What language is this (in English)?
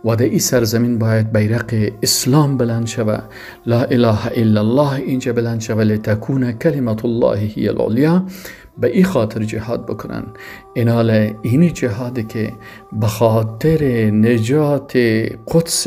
Persian